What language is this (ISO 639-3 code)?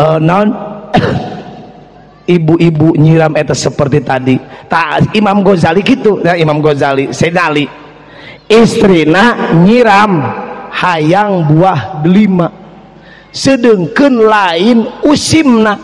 sun